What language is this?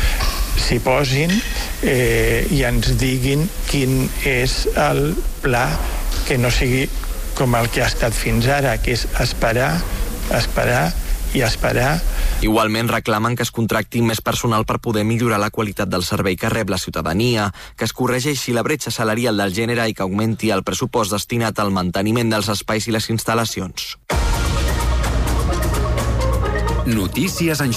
Catalan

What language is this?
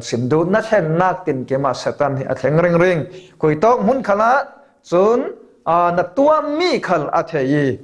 Falam Chin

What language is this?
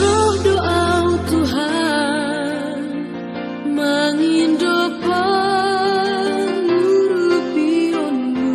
Batak Simalungun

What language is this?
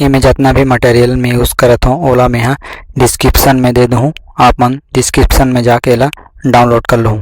Chhattisgarhi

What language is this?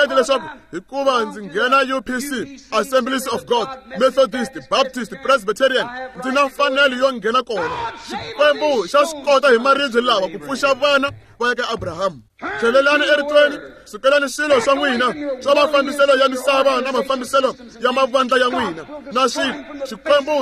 Tsonga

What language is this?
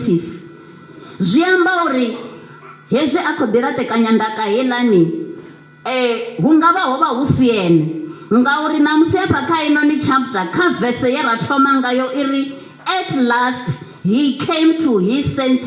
Venda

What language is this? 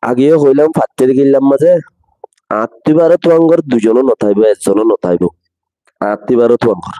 Rohingya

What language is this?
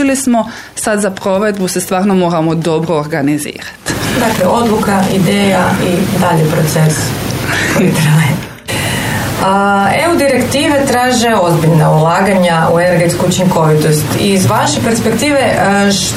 Croatian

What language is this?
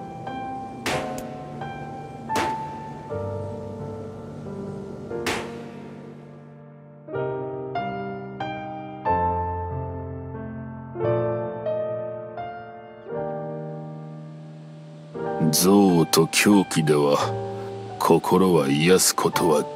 Japanese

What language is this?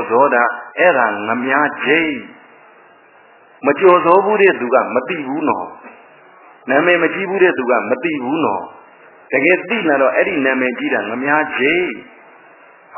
Burmese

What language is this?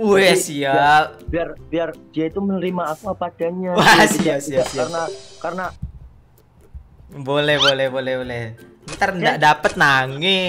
Indonesian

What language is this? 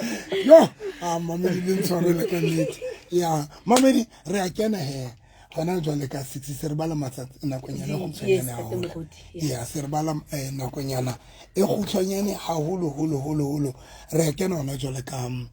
Southern Sotho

